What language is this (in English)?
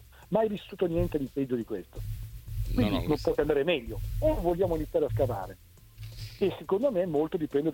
Italian